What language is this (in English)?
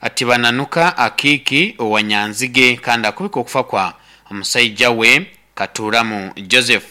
Nyankole